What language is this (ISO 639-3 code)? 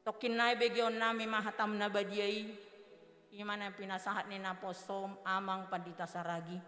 bbc